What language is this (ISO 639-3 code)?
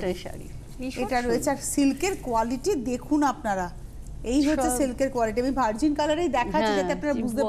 ben